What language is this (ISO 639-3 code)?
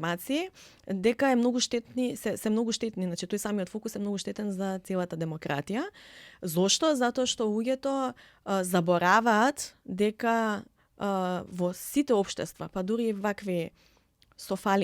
mkd